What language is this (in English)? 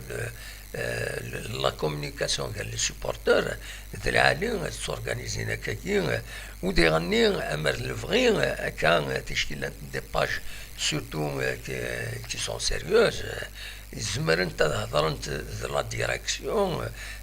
Kabyle